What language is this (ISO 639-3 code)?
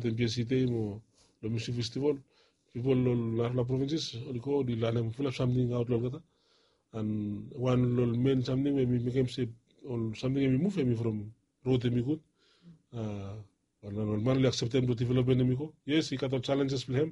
bis